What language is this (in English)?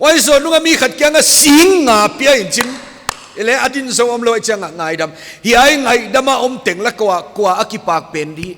Paite Chin